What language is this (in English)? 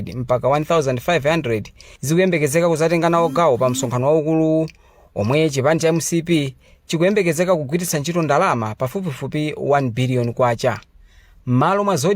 Nyanja